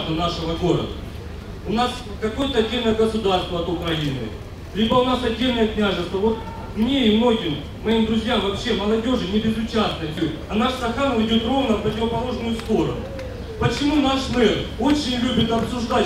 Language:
Russian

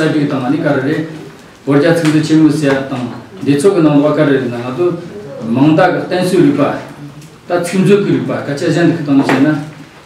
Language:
Tibetan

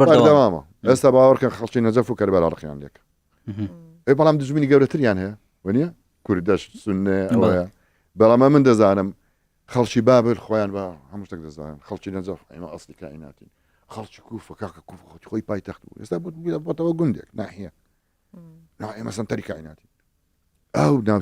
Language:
Central Kurdish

